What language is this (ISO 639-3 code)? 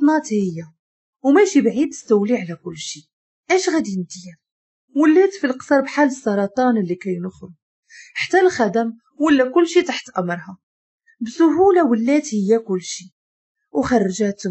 ary